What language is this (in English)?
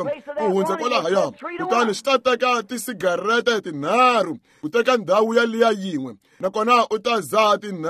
Tsonga